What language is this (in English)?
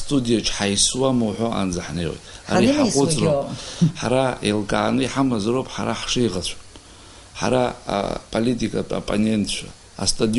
Abkhazian